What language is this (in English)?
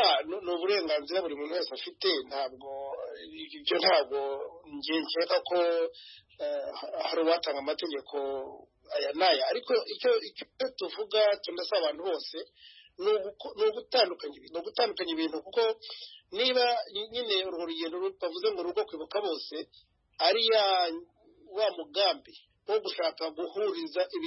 Kinyarwanda